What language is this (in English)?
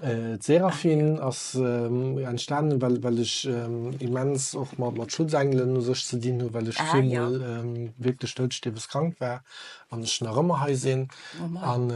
Luxembourgish